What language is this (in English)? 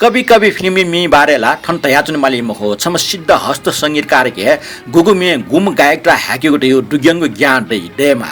Newari